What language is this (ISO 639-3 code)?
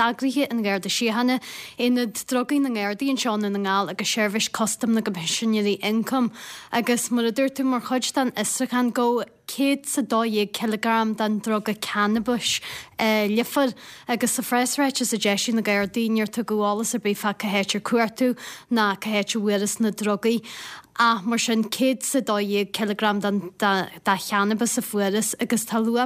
gle